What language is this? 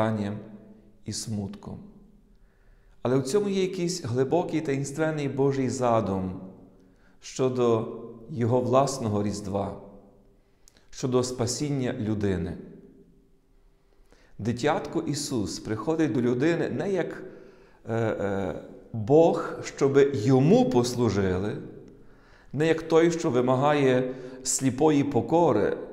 Ukrainian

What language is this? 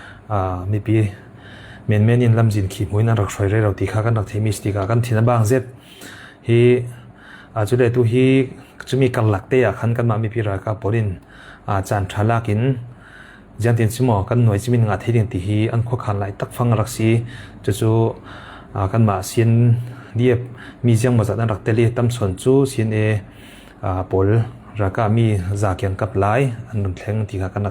Falam Chin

